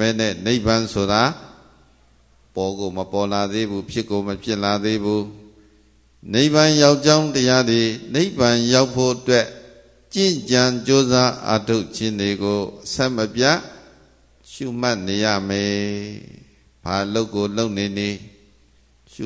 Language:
Burmese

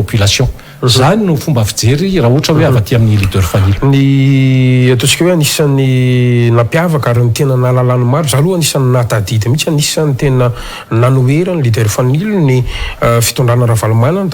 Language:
Malagasy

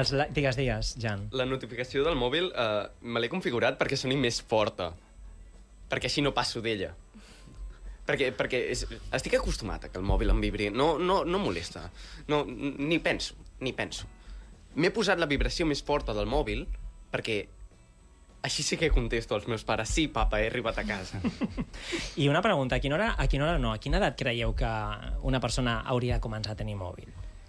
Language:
Catalan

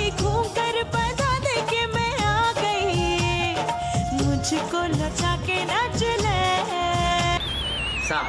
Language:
Vietnamese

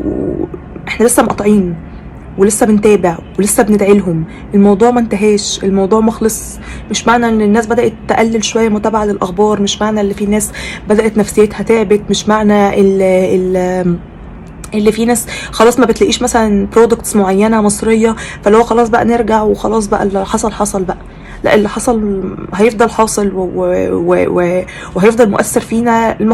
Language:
Egyptian Arabic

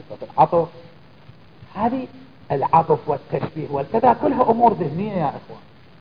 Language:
Arabic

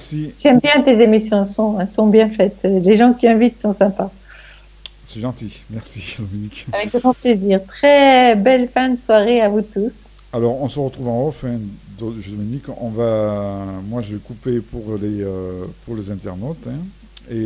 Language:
French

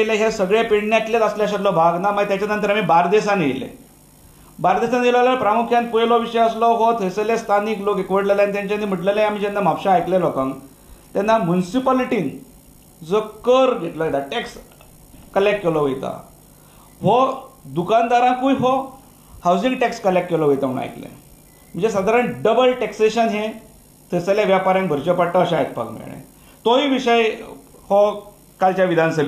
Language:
Konkani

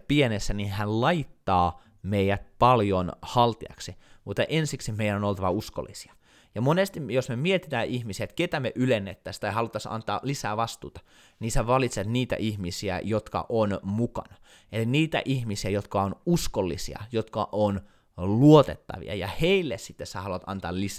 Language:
Finnish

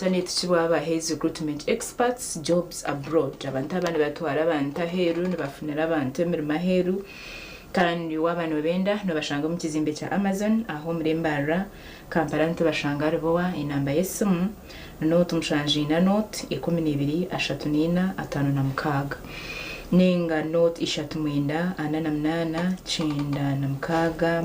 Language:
Nyankole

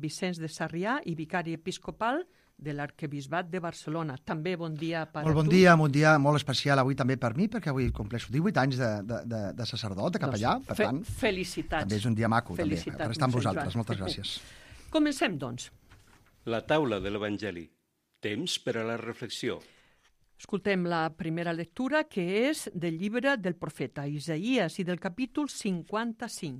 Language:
Catalan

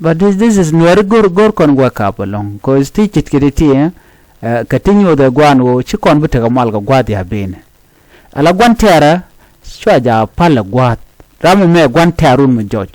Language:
Nuer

